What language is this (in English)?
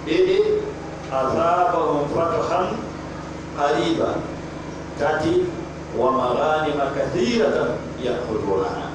Pular